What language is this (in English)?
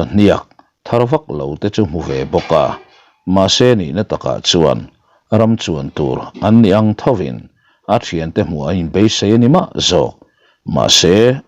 Mizo